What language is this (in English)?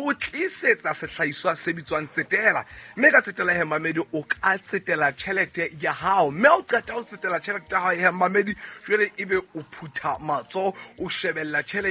Southern Sotho